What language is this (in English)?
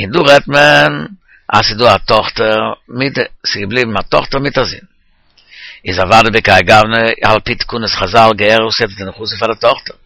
Yiddish